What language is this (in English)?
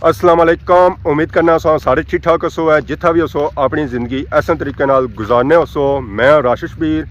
Pahari-Potwari